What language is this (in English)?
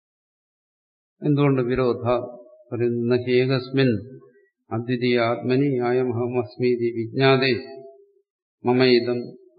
Malayalam